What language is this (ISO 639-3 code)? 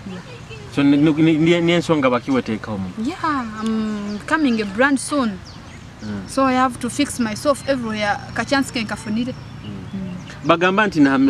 nyo